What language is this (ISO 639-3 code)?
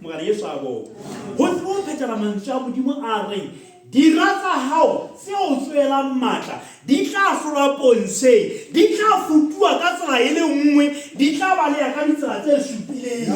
sot